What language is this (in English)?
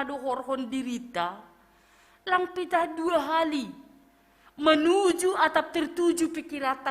Batak Simalungun